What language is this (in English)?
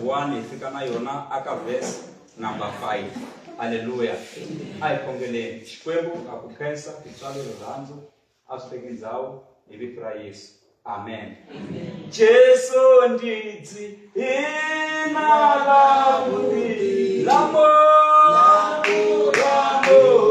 Tsonga